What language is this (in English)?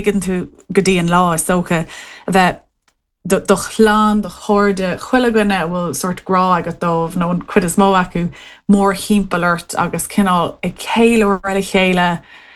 Irish